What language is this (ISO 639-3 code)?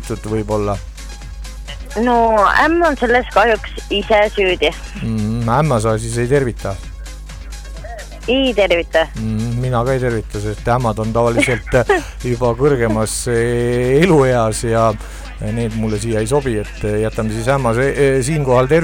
est